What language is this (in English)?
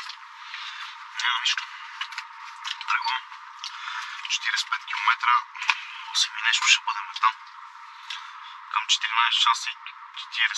Bulgarian